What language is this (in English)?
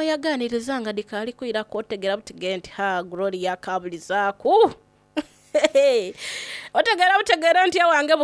Soga